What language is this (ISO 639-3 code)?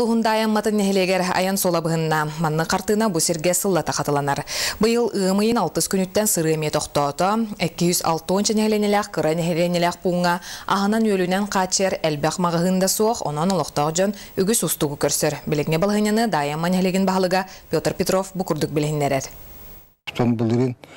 sah